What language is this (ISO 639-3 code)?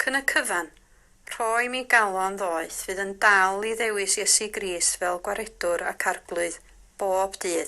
cym